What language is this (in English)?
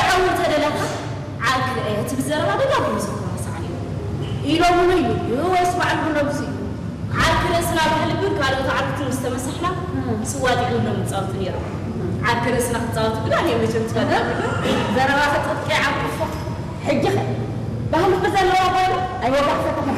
Tigrinya